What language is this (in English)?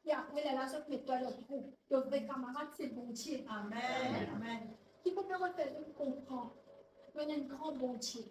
Morisyen